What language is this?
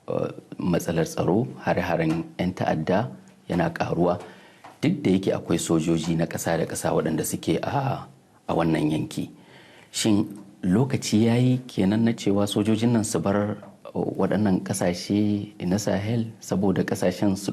Hausa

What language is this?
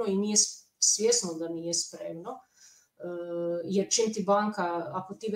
Croatian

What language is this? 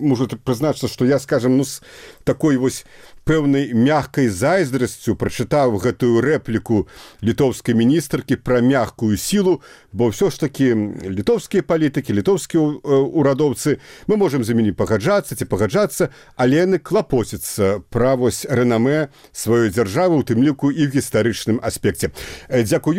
Belarusian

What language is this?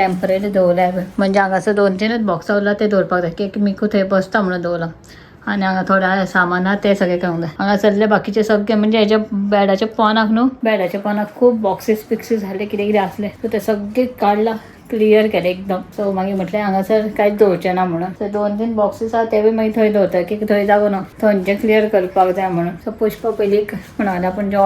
Konkani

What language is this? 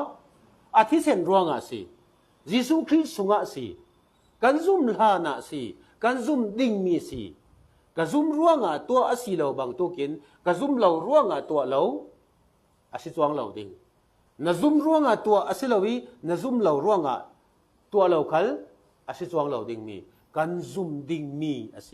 Falam Chin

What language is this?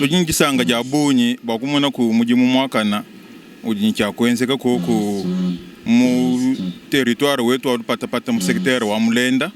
Luba-Lulua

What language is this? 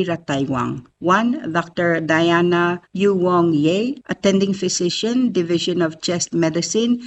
Palauan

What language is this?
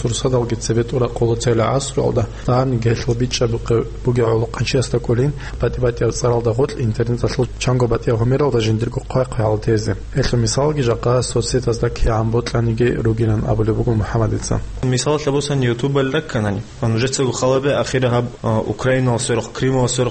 Avaric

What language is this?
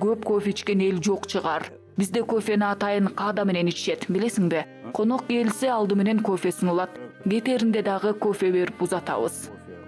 Kyrgyz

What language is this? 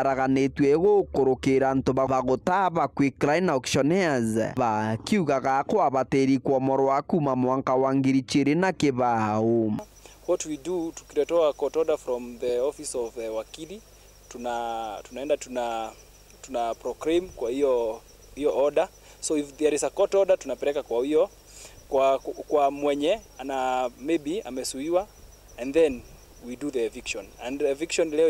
Meru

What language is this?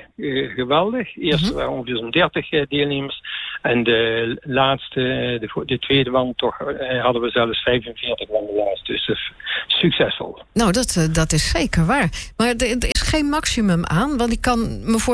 Dutch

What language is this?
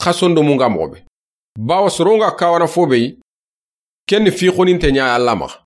Soninke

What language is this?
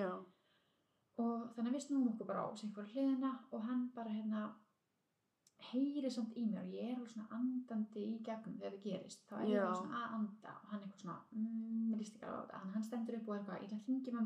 Icelandic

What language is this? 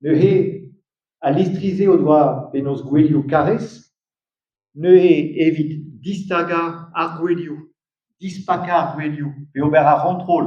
Breton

